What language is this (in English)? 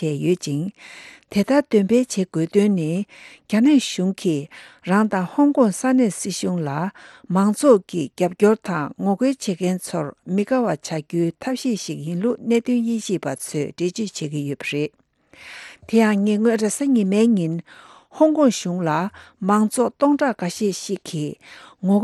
Tibetan